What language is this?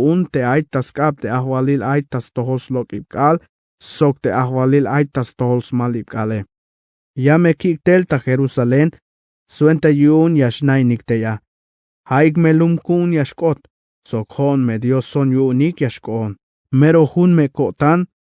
Tzeltal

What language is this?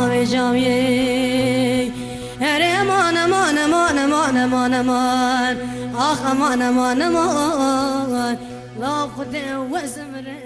Kurdish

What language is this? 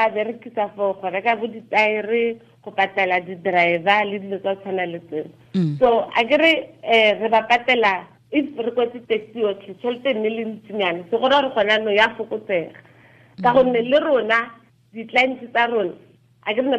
Tswana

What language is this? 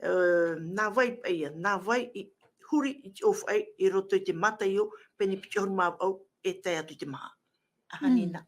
Tahitian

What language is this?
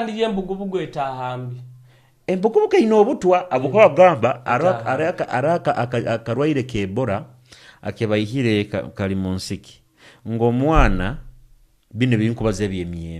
Nyoro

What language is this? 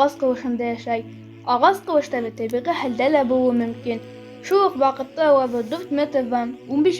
Bashkir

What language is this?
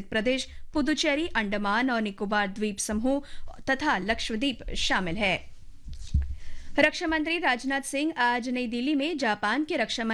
Hindi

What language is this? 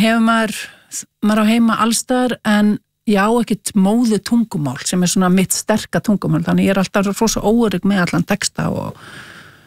Icelandic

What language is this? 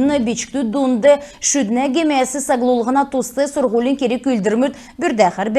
Kalmyk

